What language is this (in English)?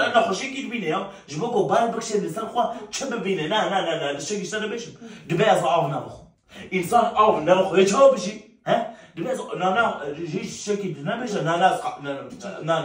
Kurdish